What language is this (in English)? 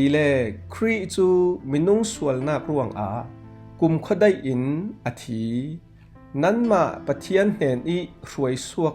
Falam Chin